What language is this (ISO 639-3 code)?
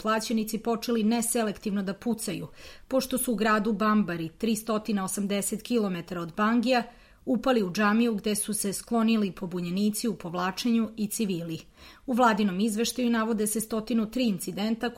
srp